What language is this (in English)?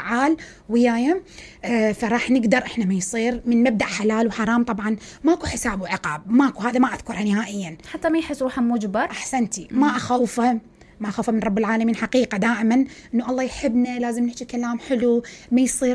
Mesopotamian Arabic